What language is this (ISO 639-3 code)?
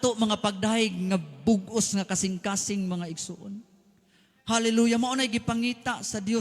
ceb